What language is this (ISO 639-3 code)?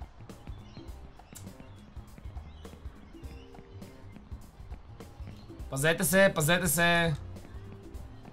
bul